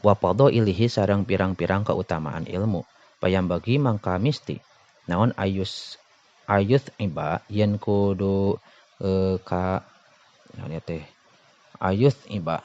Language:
Sundanese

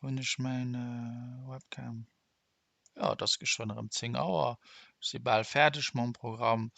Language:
Luxembourgish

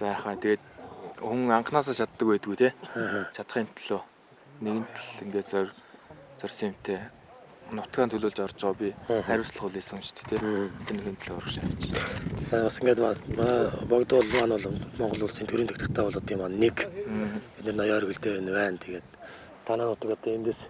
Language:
Mongolian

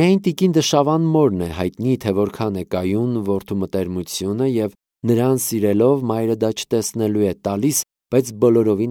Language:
Armenian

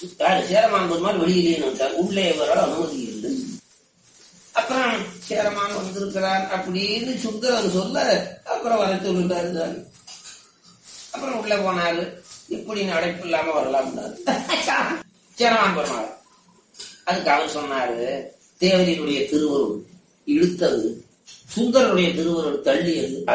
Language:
Tamil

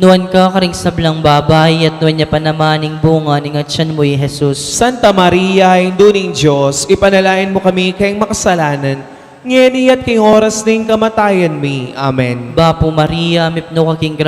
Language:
Pampanga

